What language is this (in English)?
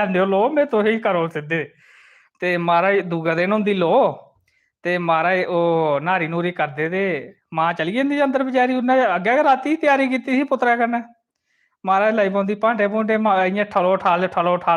Dogri